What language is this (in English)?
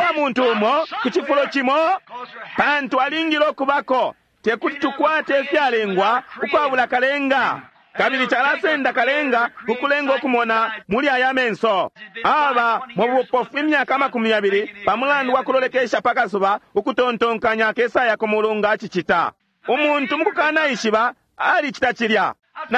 Bemba